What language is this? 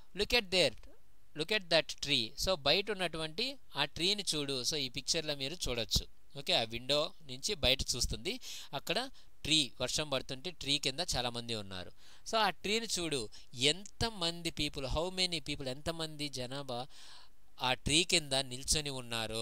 Telugu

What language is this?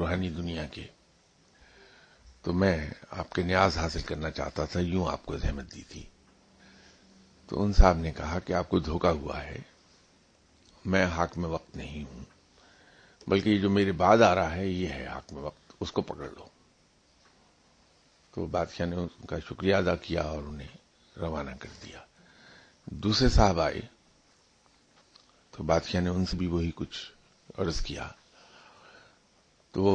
Urdu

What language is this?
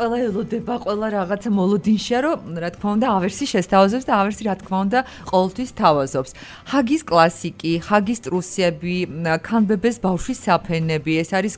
Georgian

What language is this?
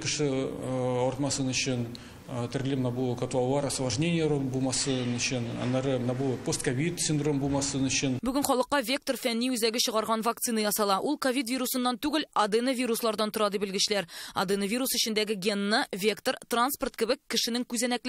Tatar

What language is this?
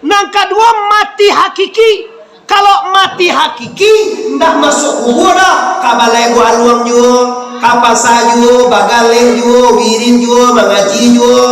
Minangkabau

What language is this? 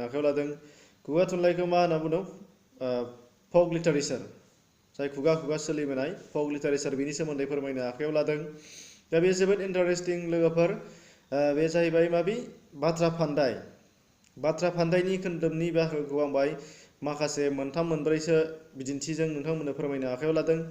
Bodo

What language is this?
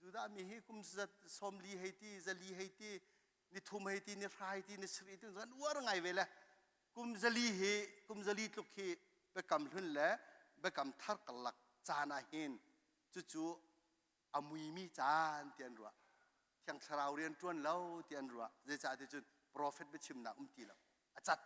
Hakha Chin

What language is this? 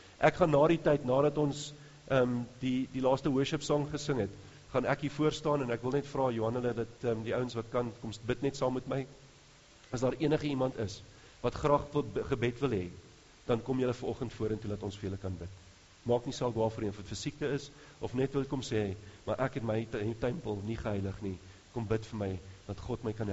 Afrikaans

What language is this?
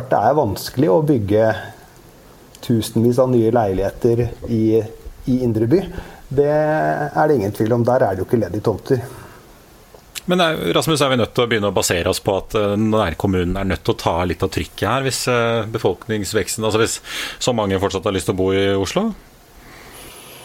Norwegian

